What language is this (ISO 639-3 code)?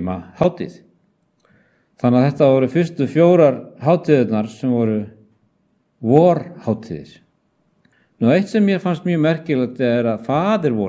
isl